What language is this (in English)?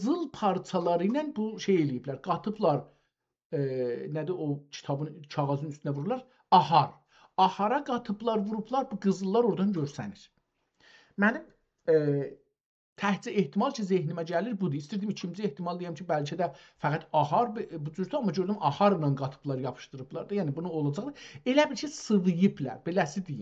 South Azerbaijani